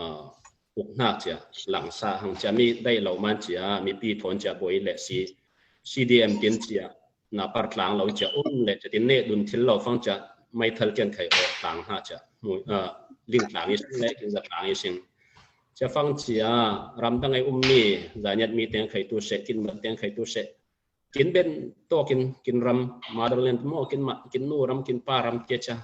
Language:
Falam Chin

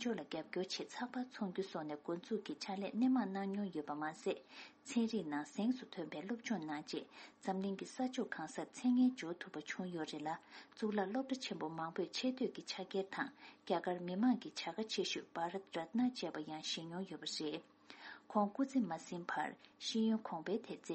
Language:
Tibetan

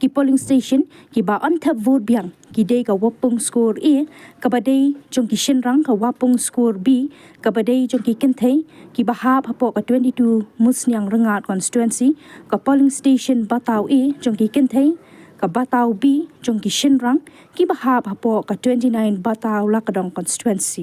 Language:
Khasi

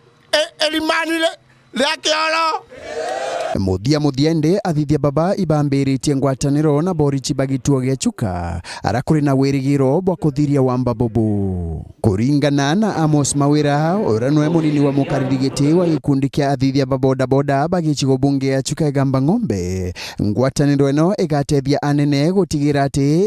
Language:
Meru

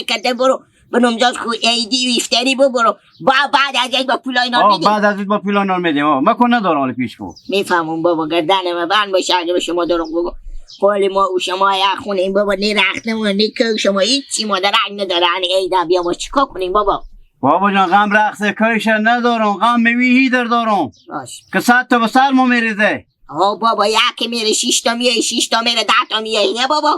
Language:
Hazaragi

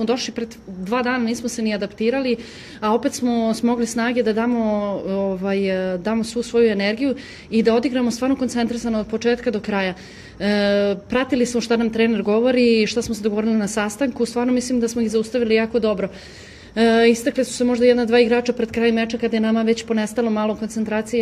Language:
Serbian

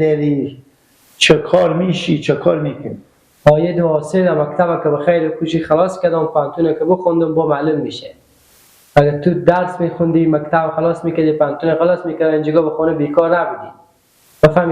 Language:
Persian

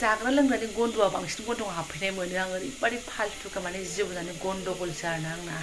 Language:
Bodo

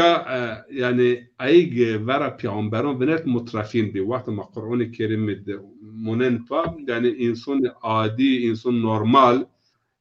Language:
Zaza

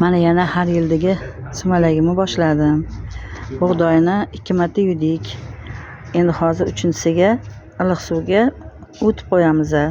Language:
Uzbek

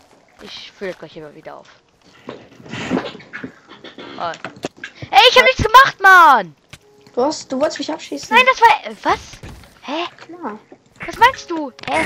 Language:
German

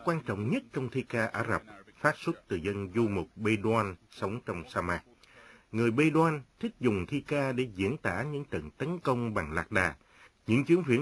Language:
Vietnamese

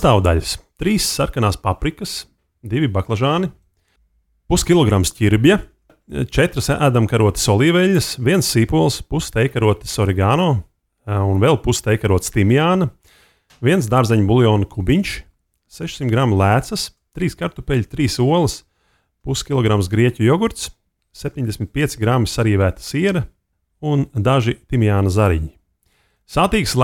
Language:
Latvian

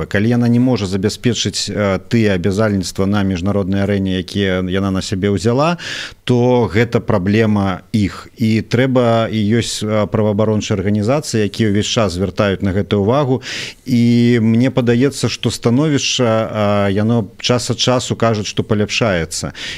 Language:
Belarusian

